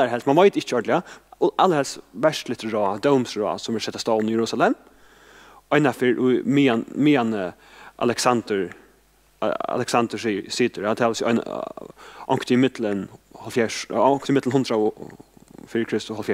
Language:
Faroese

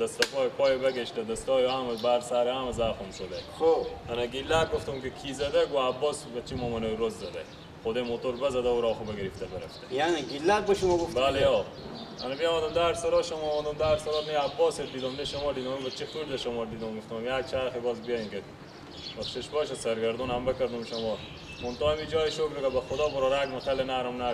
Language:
Persian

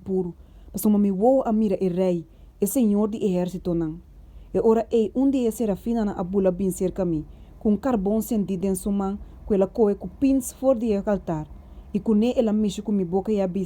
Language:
Papiamento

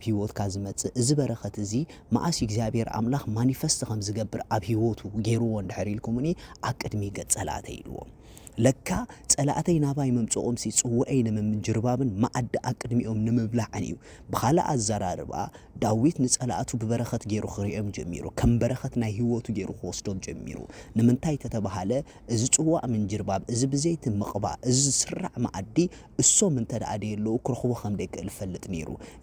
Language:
Tigrinya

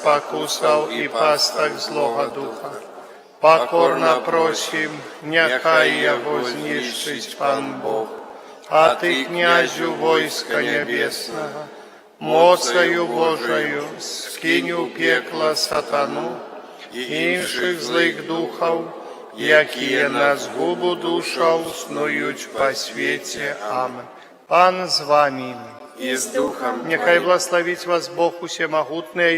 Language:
Belarusian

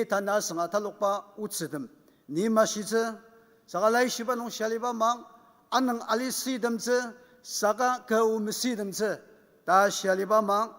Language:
Ao Naga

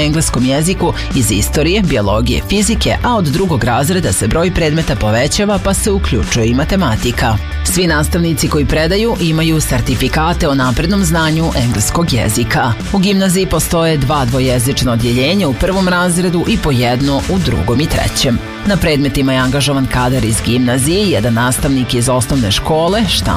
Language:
Serbian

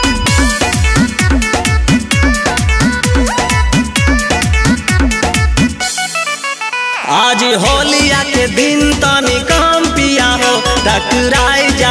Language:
Bhojpuri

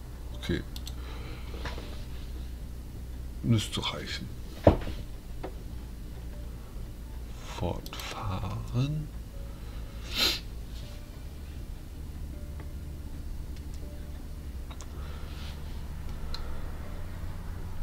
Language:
German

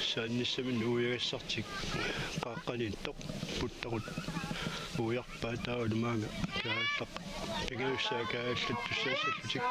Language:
Kalaallisut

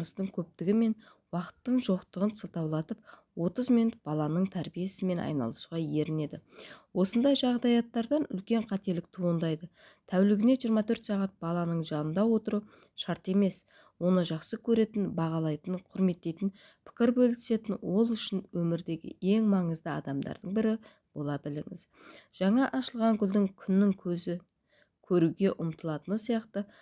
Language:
Kazakh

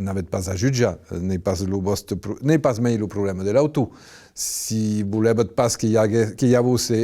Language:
Occitan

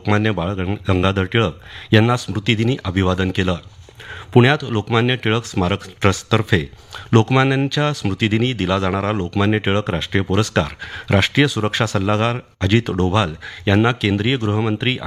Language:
Marathi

